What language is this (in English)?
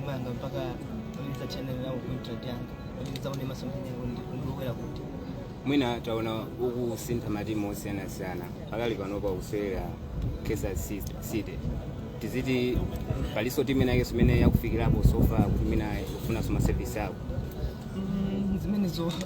Nyanja